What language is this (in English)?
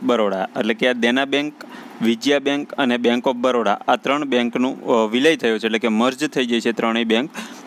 Gujarati